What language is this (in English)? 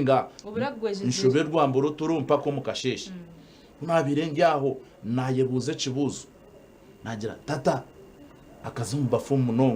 Nyankole